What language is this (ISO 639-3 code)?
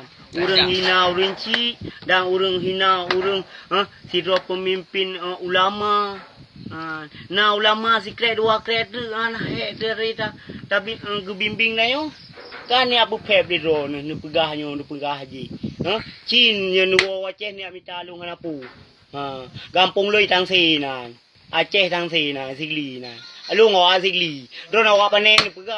ace